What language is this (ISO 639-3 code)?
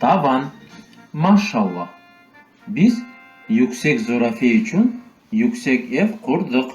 crh